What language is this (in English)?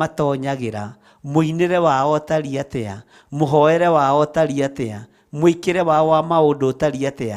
Kikuyu